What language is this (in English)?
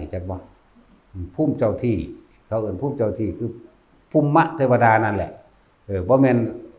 Northeastern Thai